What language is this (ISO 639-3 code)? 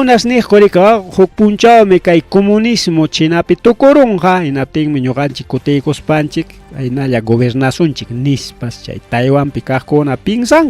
quy